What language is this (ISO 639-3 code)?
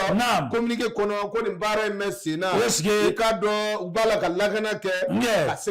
bam